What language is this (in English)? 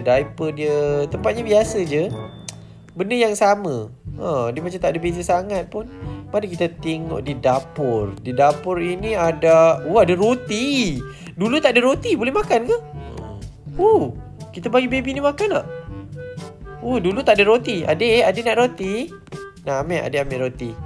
Malay